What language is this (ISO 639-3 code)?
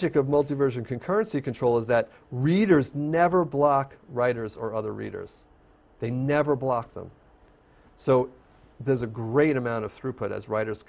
eng